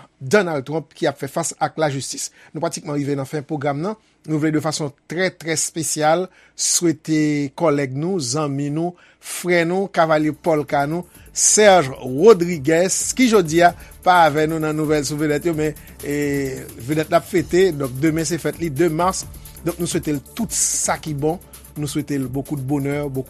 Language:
Haitian Creole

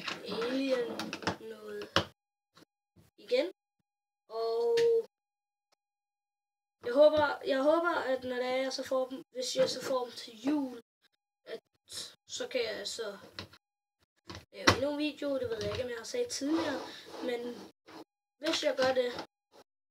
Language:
Danish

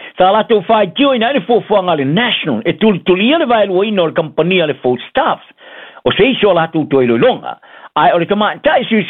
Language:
Samoan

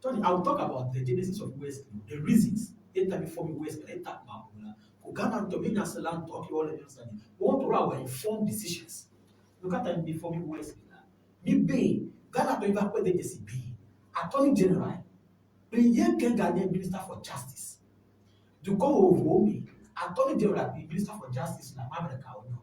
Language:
Ewe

